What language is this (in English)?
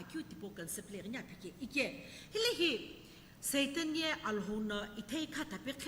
Sumi Naga